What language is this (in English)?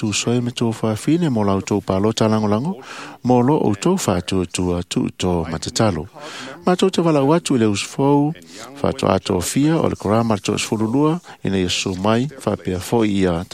Samoan